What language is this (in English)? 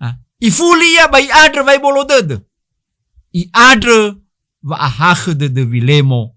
Nias